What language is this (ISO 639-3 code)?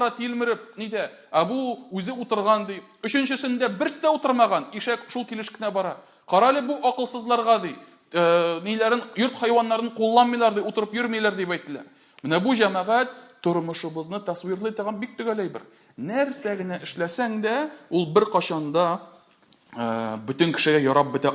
tat